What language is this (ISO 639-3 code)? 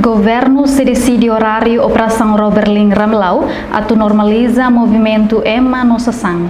tet